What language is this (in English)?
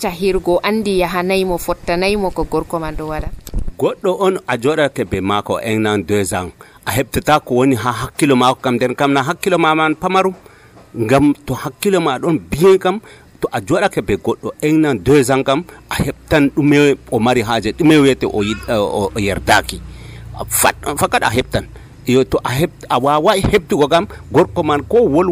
Nigerian Fulfulde